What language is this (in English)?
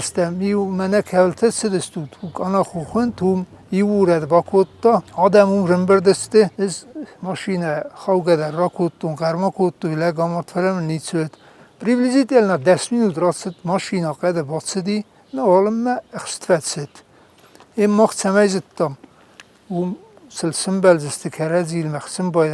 Ossetic